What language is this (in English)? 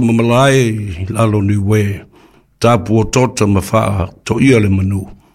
Samoan